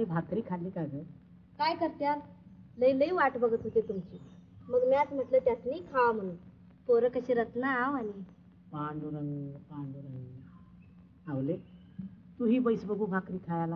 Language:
Marathi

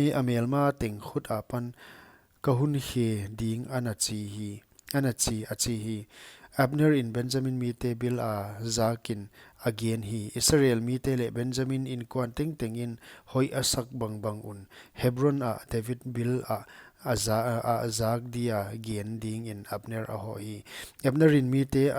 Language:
Paite Chin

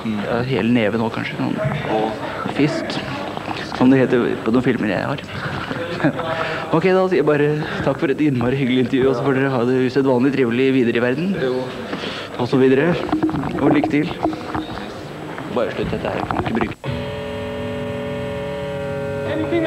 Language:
Norwegian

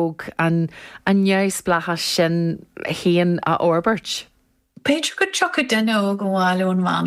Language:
Irish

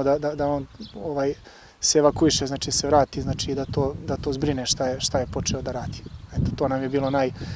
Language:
Serbian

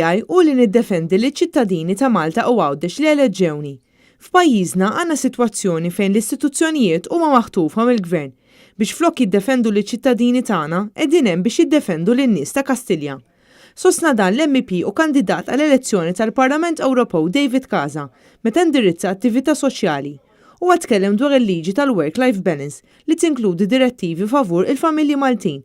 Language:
Maltese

